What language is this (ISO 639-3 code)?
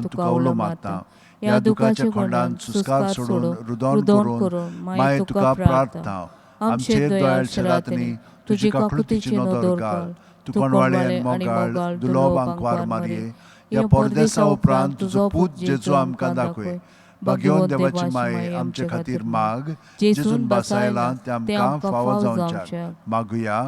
kok